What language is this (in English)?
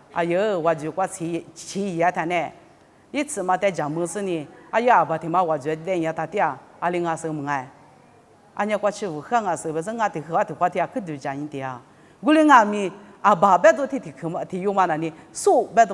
Lisu